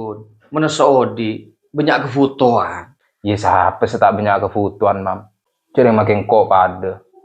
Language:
Madurese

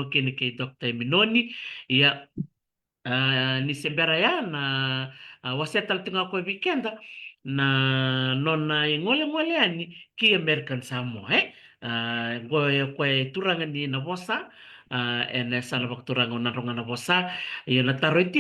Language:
Fijian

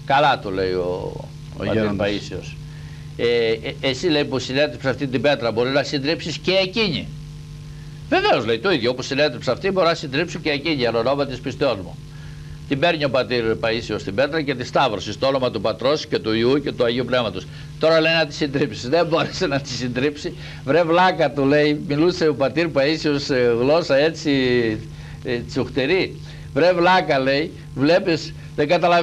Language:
Greek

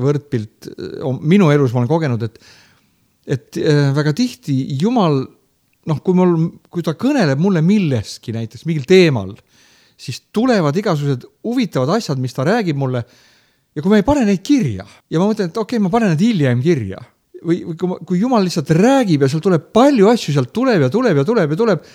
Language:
Estonian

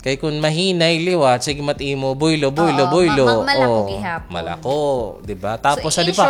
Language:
Waray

